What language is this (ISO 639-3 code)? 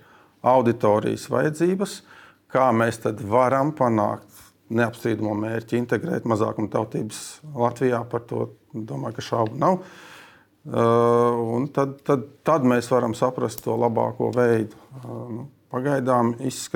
lav